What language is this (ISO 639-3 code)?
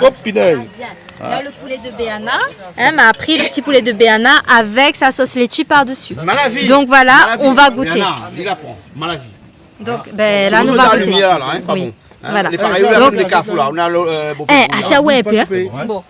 rcf